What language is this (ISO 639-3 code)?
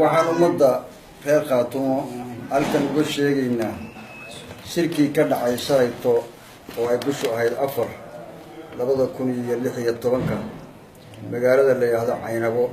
som